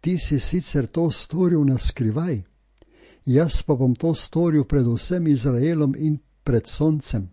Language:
Slovenian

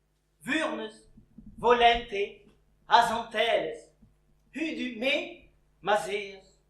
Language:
Breton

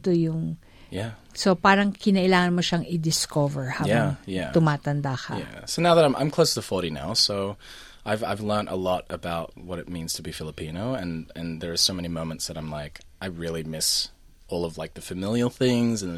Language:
Filipino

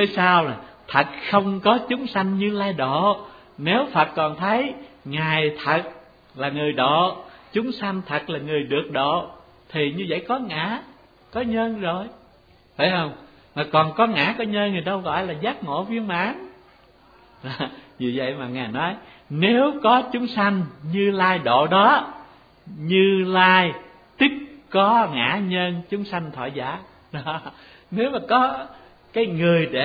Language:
Vietnamese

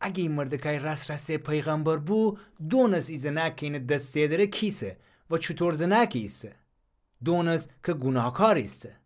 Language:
Gilaki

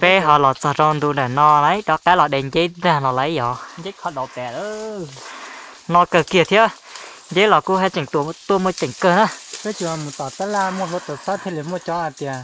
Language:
Hmong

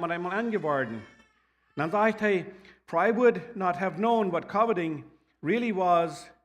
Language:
Plautdietsch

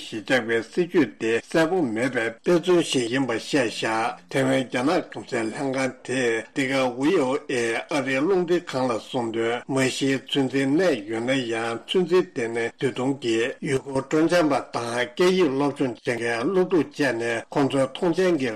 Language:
Tibetan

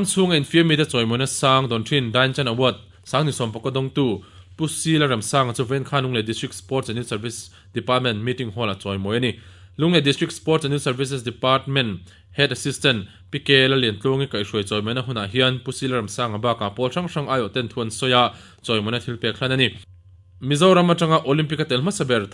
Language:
Mizo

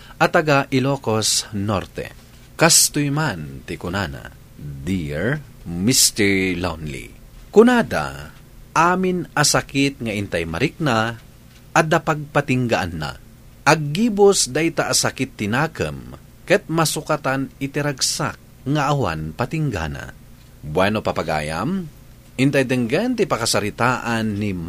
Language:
Iloko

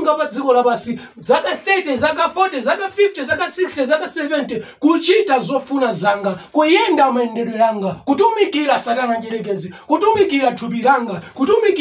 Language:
Nyanja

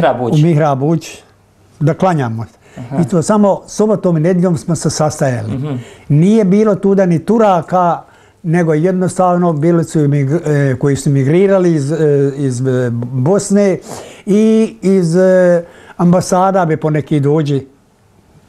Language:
Bosnian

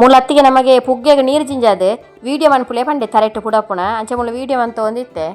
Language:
Tulu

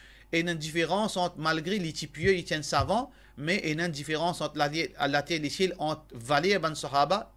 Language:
Morisyen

